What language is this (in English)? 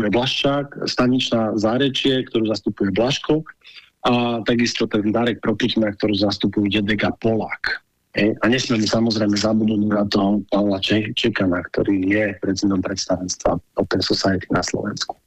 Slovak